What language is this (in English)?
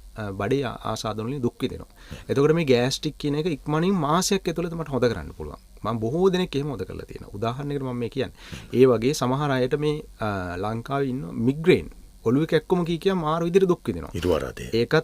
Sinhala